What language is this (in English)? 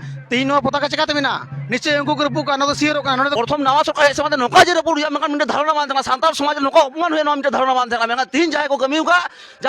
Santali